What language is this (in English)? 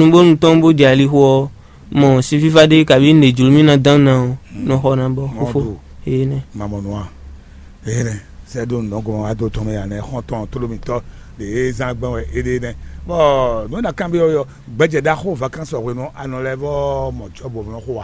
Fon